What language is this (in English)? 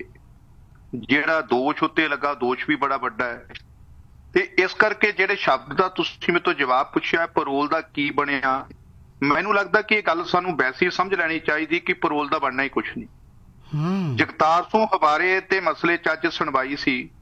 Punjabi